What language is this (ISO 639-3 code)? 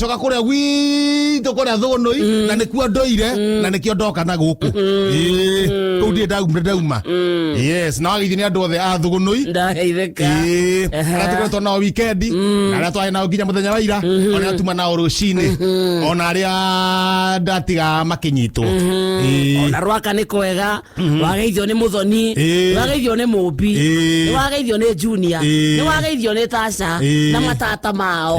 kik